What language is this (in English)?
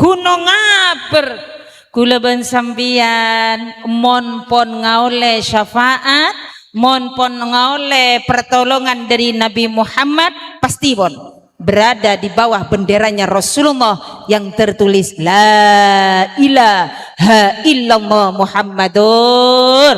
Madurese